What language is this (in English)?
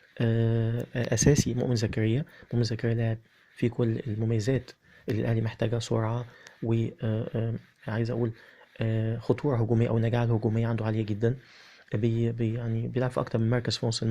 Egyptian Arabic